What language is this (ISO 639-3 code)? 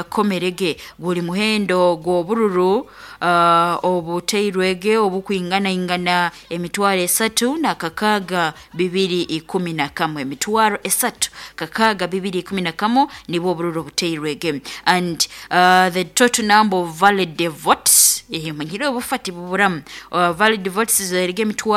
nyo